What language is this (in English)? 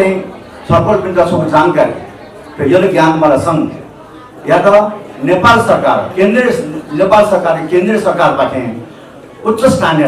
Newari